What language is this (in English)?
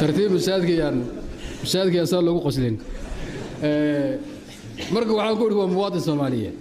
Somali